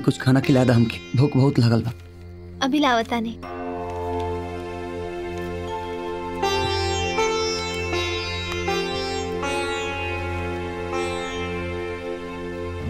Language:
Bhojpuri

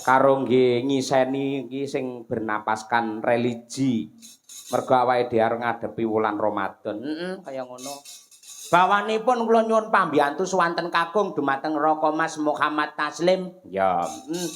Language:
Javanese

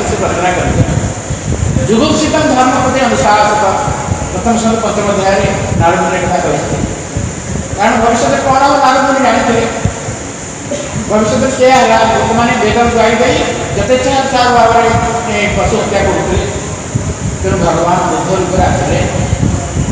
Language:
Odia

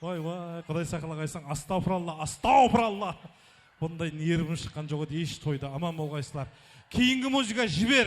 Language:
Kara-Kalpak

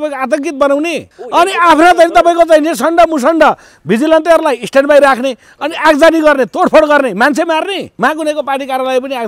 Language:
Nepali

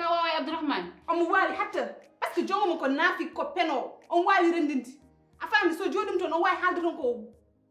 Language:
Fula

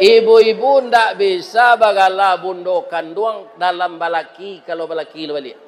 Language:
Minangkabau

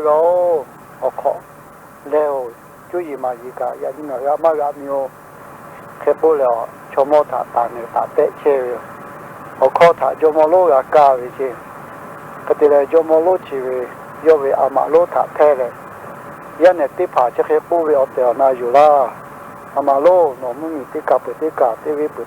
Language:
Lahu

